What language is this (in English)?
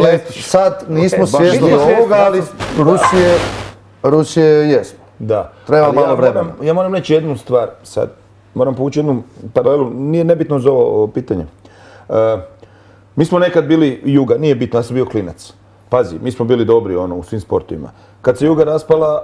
Croatian